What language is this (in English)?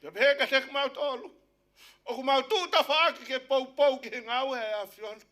Tongan